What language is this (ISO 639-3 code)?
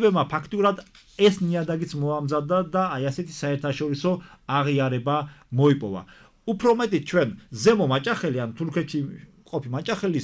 kat